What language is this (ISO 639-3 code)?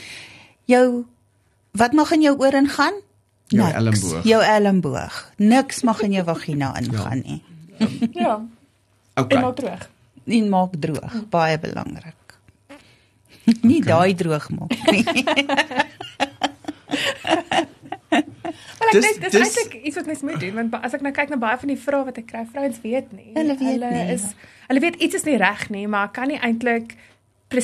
afr